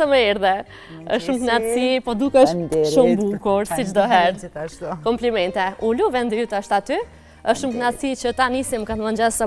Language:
Albanian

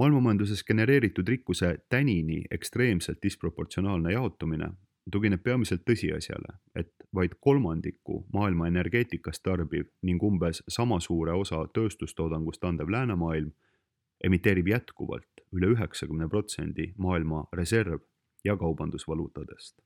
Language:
Estonian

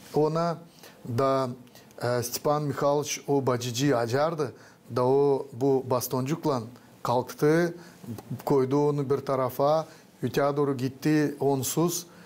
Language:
Gagauz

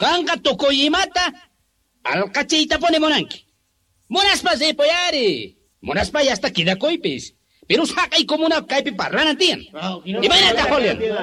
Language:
South Bolivian Quechua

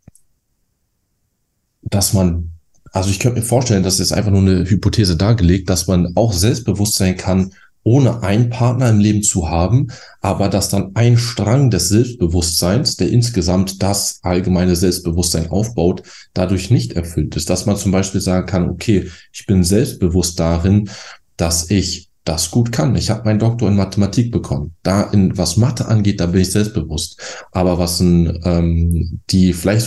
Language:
German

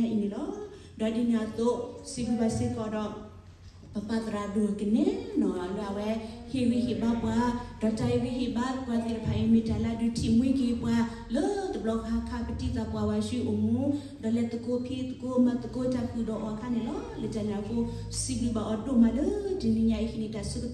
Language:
S'gaw Karen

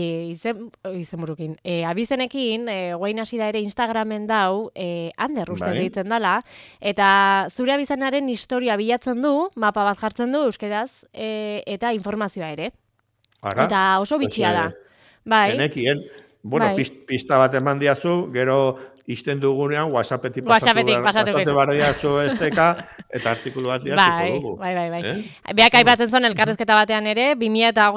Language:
Basque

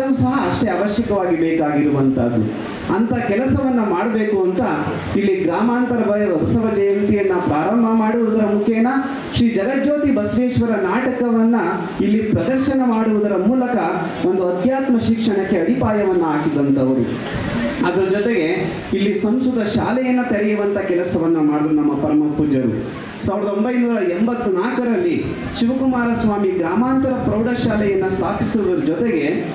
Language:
Kannada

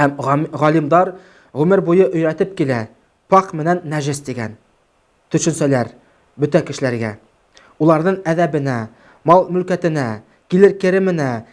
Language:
Bashkir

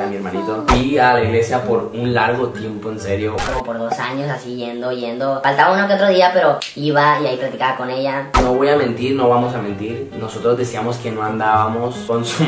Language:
Spanish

